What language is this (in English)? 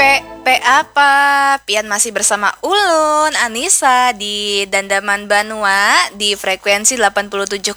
Banjar